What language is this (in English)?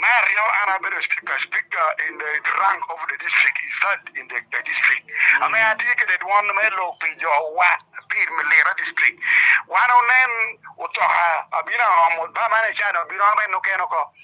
Lango (Uganda)